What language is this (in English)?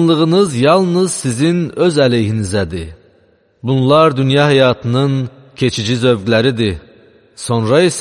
Azerbaijani